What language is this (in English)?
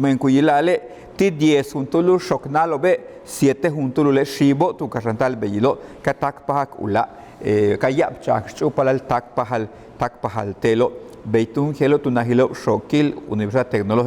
Yucateco